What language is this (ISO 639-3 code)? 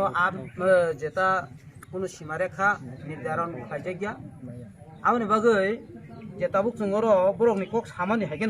ria